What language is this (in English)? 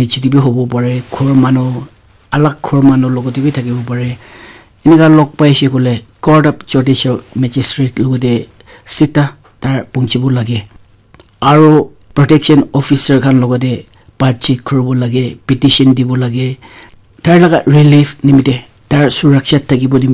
Naga Pidgin